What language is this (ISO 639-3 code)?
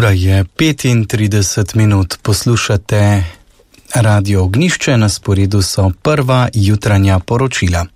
slv